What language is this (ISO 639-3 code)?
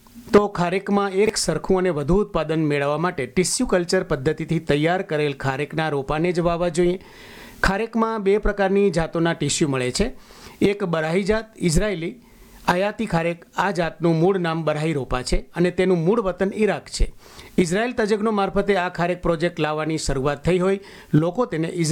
guj